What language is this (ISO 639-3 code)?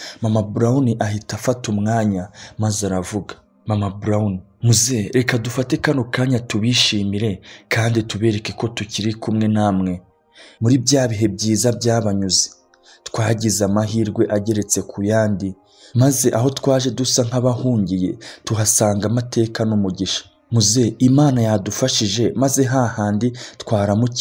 kin